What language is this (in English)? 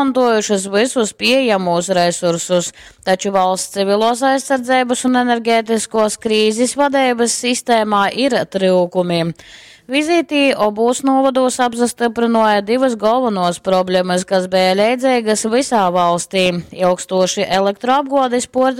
Latgalian